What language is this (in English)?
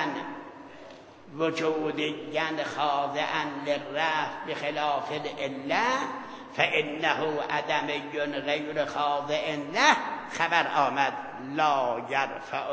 Persian